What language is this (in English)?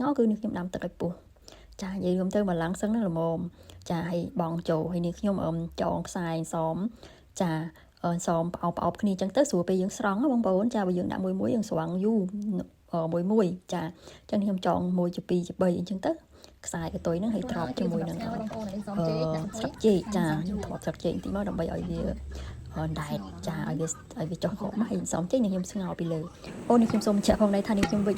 Khmer